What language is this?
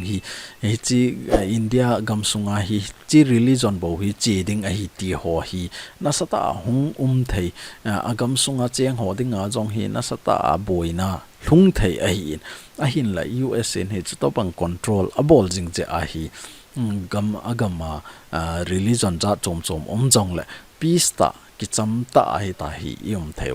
Thado Chin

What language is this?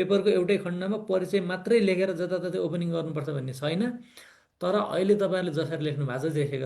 Nepali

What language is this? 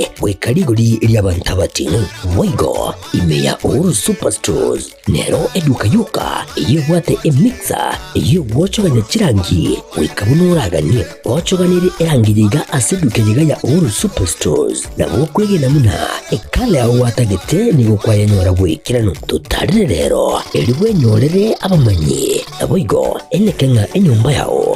Gusii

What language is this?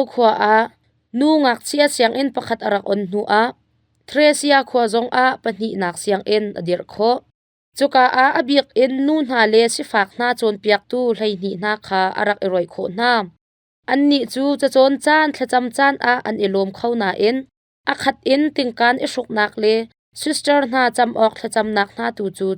Hakha Chin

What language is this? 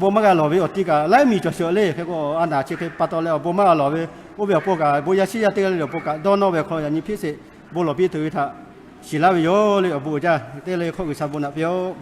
Lahu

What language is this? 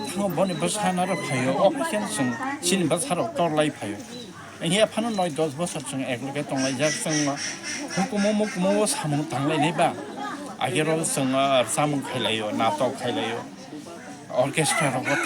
Kok Borok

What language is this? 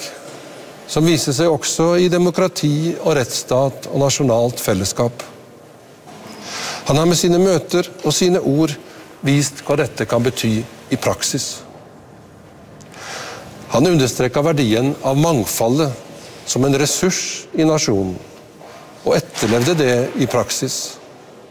Norwegian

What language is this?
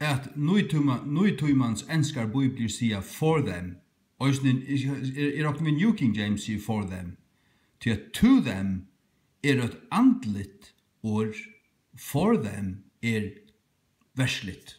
Faroese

